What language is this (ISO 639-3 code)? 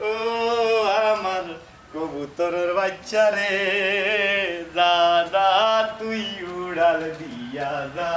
syl